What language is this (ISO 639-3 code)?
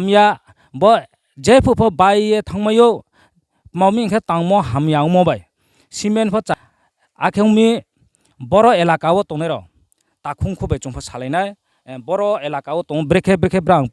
ria